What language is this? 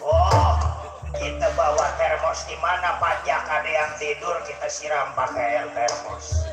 Betawi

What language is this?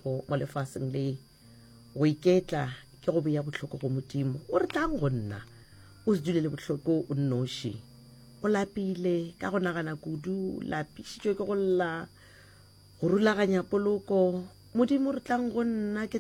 Northern Sotho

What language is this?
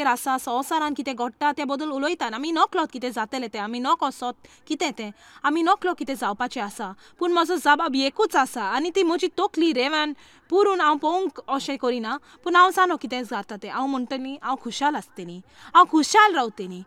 Konkani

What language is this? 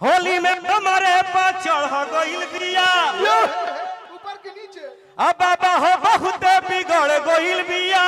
Magahi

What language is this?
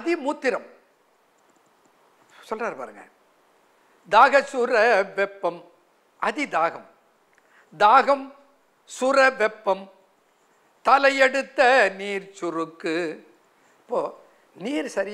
Tamil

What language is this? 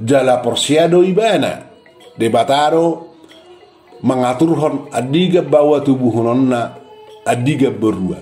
Batak Toba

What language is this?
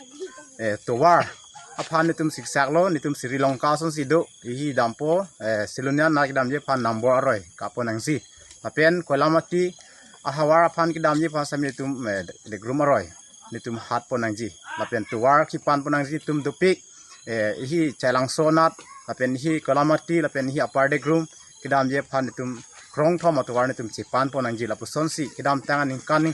Karbi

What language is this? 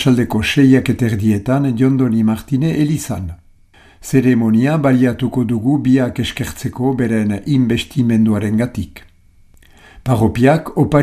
Basque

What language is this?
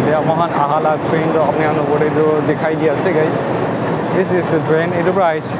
Naga Pidgin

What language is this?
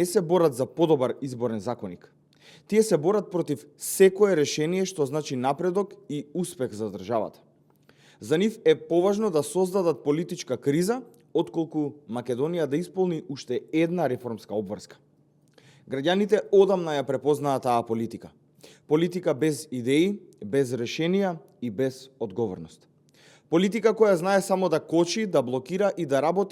Macedonian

